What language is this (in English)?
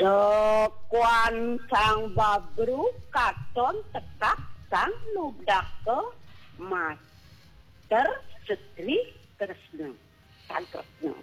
Balinese